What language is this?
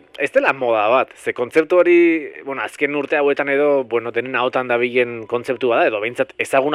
Basque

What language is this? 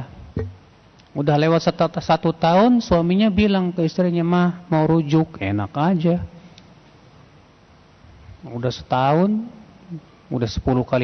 Indonesian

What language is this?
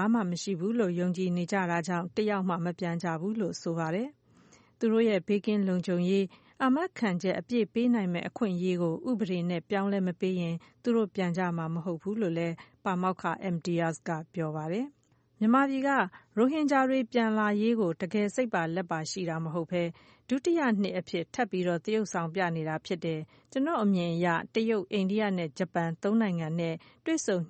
Burmese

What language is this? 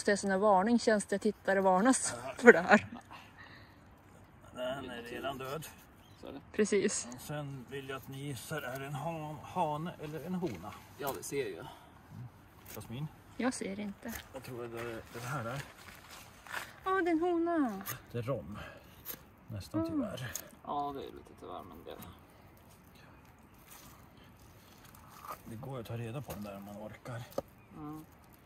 Swedish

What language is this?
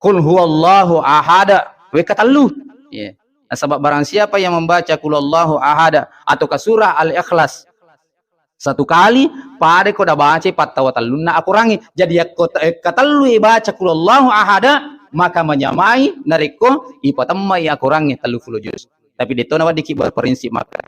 Buginese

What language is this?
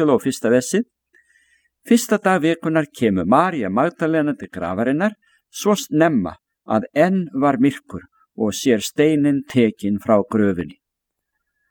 Icelandic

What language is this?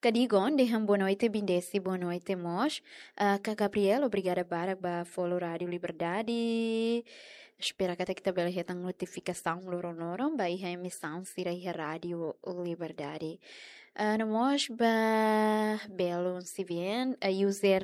Tetum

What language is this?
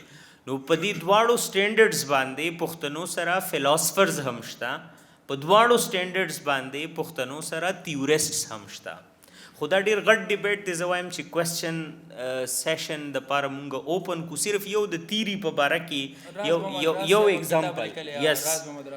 Pashto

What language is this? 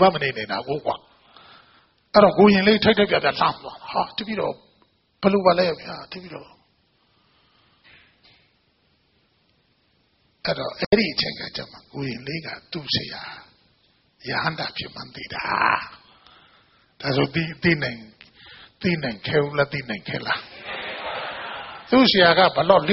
Burmese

